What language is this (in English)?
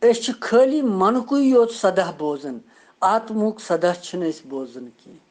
Kashmiri